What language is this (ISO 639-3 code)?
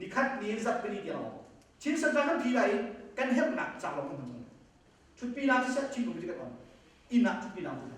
cnh